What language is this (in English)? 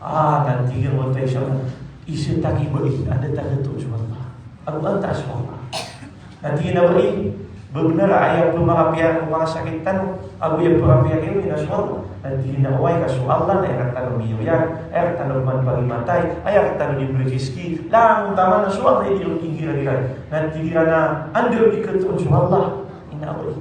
Maranao